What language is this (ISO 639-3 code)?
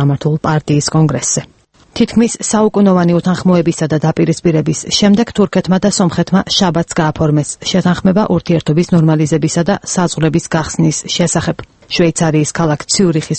kat